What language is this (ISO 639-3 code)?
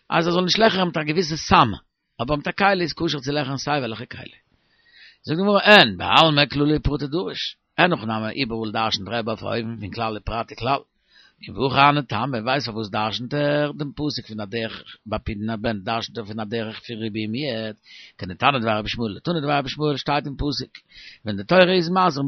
yid